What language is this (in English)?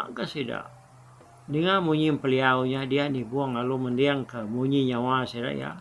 Iban